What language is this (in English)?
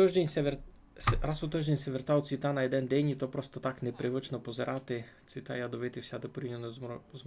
Rusyn